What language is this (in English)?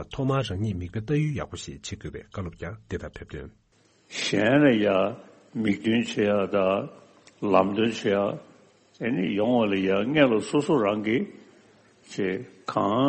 Tibetan